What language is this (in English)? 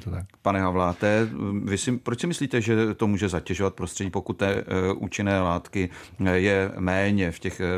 Czech